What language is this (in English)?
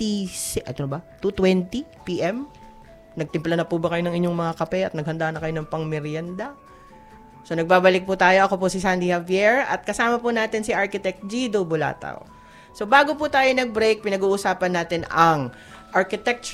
Filipino